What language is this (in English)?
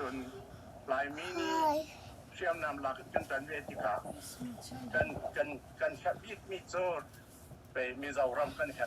Hakha Chin